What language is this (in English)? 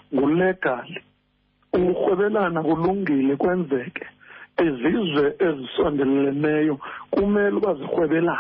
Xhosa